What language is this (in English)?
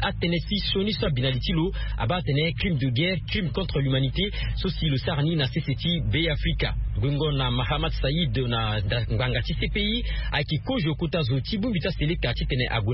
Sango